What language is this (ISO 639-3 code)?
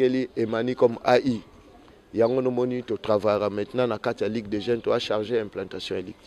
lin